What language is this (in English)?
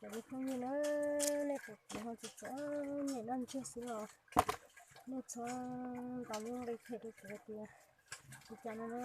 Hmong